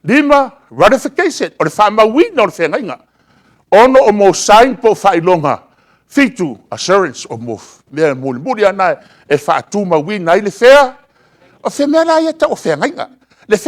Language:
Samoan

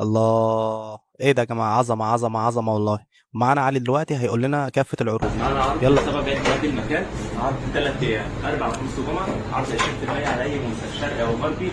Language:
Egyptian Arabic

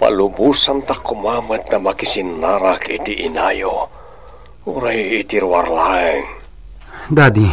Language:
Iloko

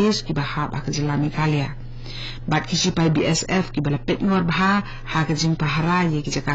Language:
Khasi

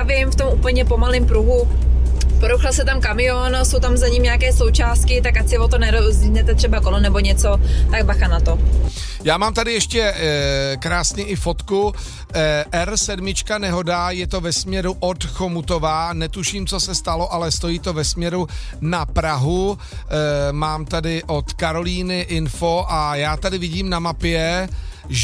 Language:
Czech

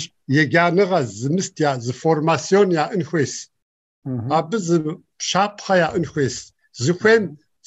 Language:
Kabardian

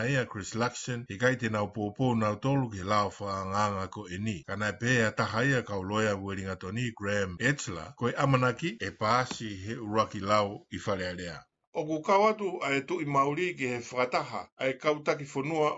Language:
Tongan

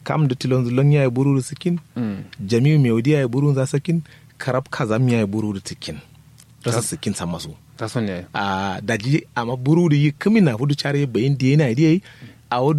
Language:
Kanuri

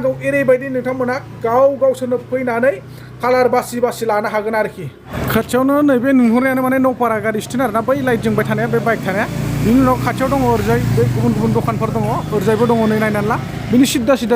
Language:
Bodo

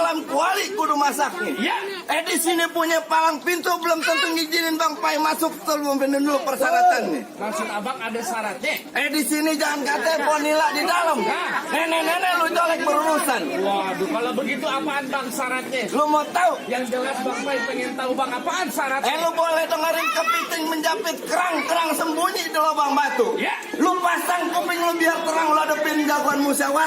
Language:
Betawi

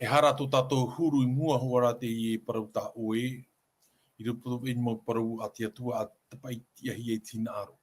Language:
Tahitian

